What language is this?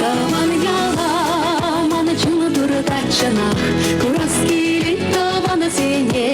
Chuvash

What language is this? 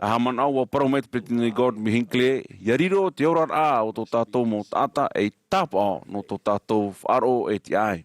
Tahitian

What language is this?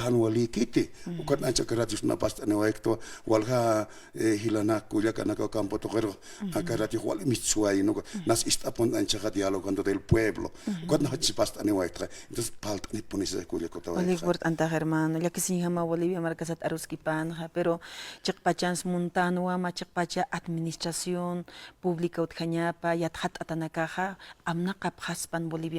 Aymara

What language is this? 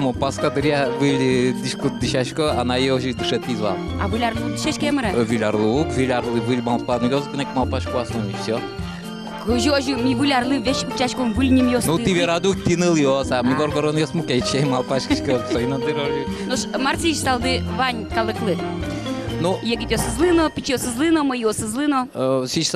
Udmurt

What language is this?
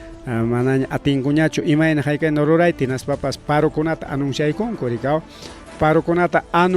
Ayacucho Quechua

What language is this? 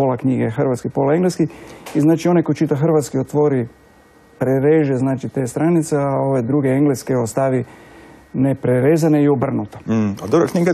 Croatian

